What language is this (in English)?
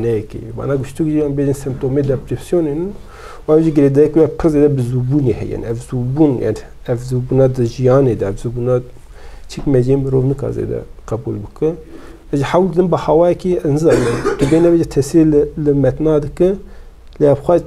Kurdish